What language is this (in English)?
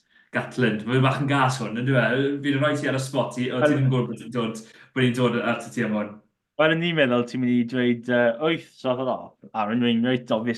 Welsh